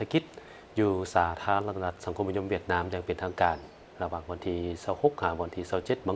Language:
Lao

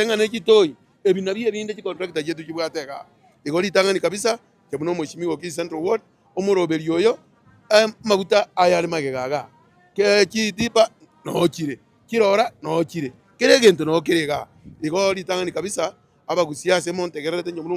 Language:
Gusii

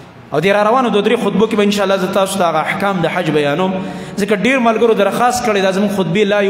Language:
Pashto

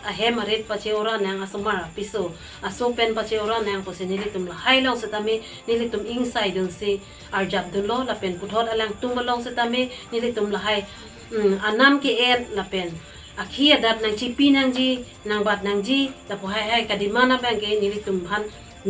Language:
Karbi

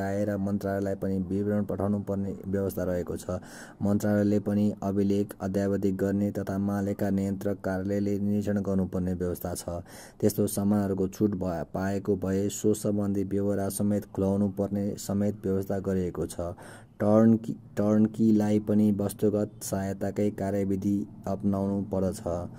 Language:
Nepali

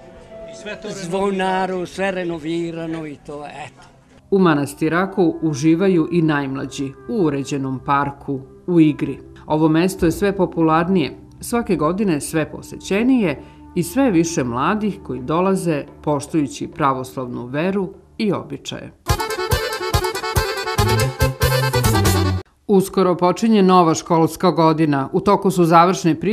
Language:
Serbian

